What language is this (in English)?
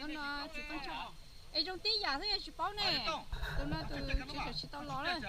Hmong